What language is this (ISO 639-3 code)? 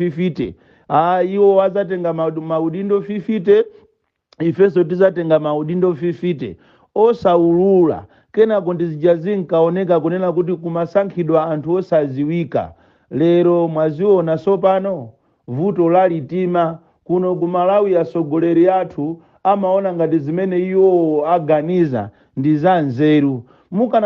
nya